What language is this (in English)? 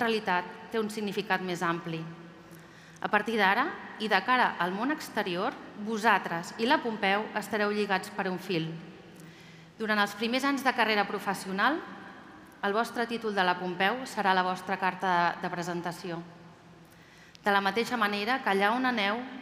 Catalan